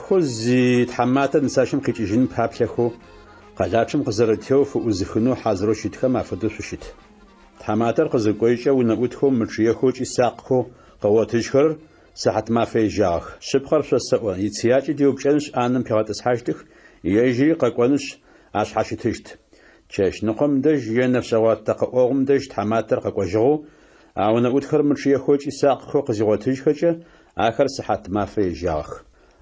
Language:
Adyghe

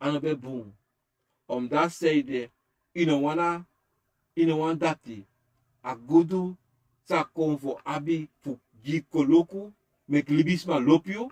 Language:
Sranan Tongo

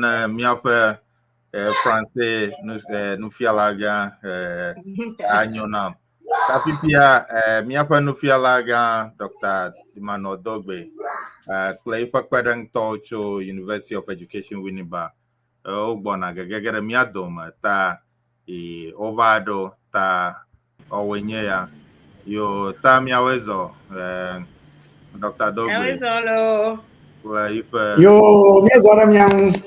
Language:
Ewe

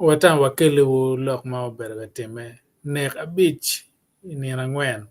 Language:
Acoli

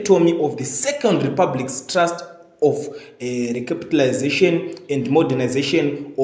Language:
Shona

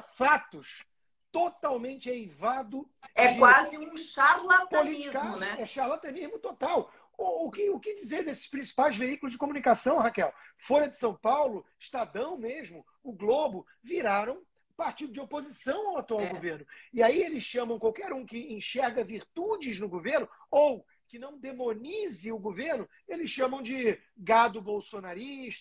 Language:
Portuguese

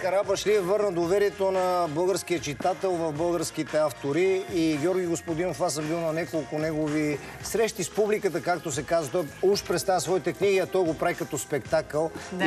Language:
Bulgarian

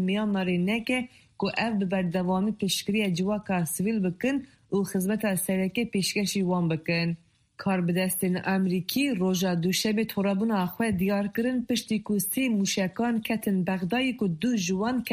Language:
Kurdish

